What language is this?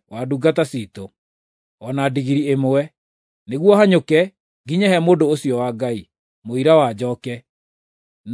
Kikuyu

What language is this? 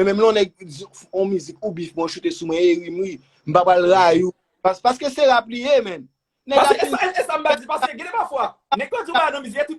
Haitian Creole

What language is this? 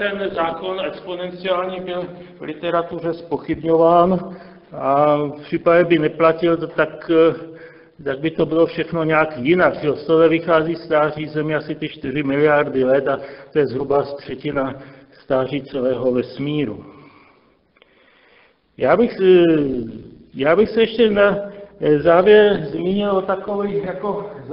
Czech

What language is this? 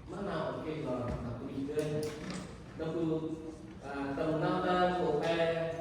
Central Mnong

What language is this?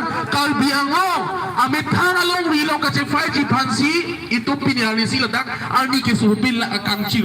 Karbi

